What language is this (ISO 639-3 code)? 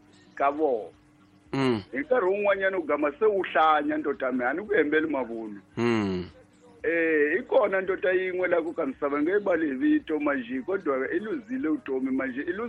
tso